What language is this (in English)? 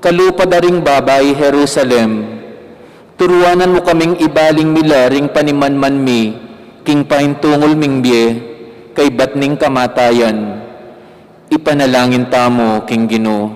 Pampanga